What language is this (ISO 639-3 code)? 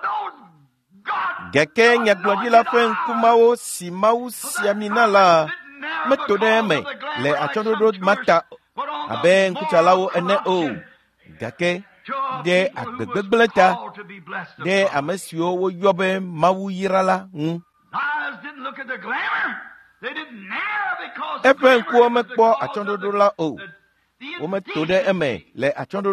ewe